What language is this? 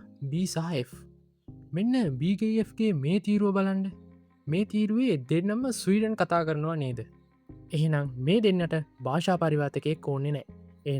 Sinhala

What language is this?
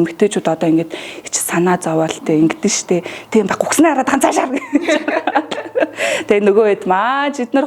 Mongolian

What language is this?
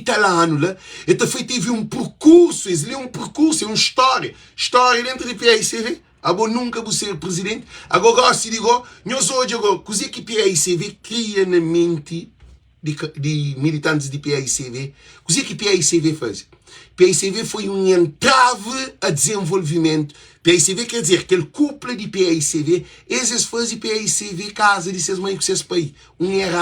Kabuverdianu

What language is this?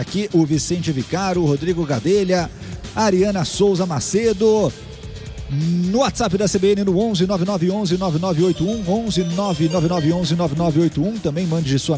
Portuguese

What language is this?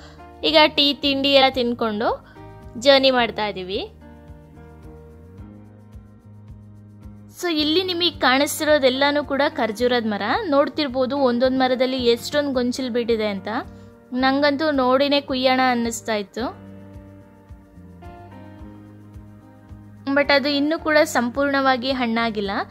Kannada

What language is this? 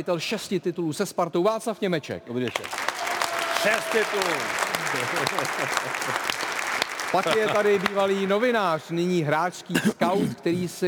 Czech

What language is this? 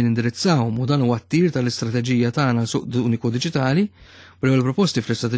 Maltese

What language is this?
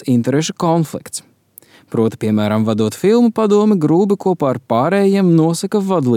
Latvian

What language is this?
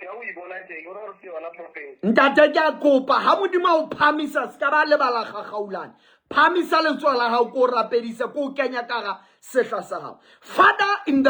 Southern Sotho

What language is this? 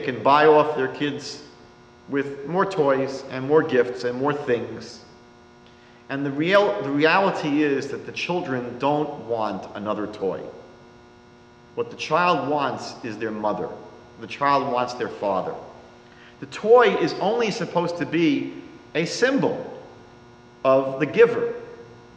English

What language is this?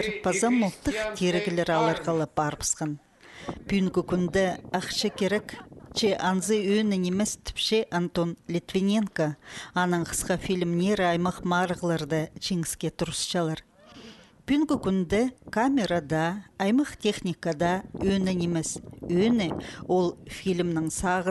Khakas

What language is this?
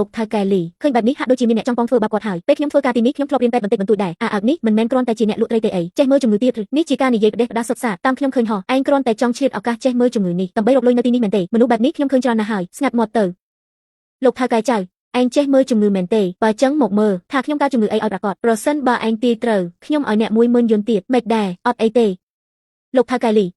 Khmer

